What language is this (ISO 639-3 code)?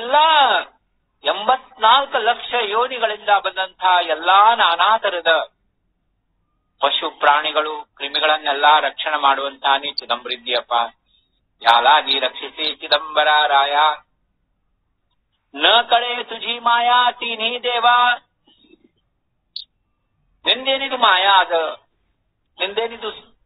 kan